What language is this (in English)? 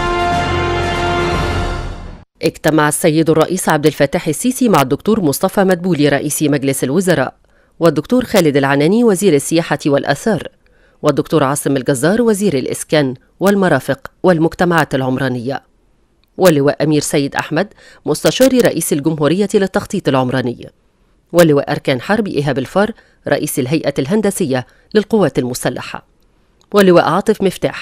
Arabic